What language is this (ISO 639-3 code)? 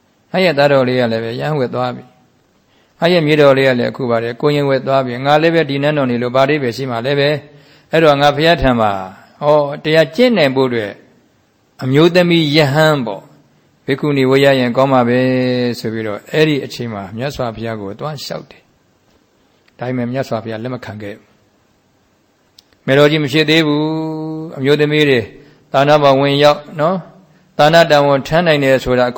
mya